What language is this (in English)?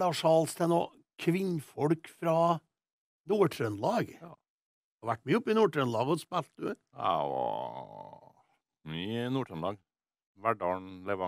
Norwegian